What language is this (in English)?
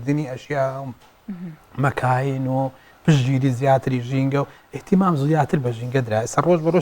Central Kurdish